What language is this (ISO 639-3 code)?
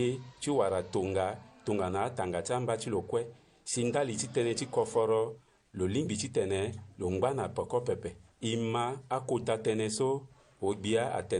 sag